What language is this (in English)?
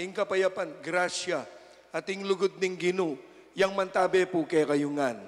Pampanga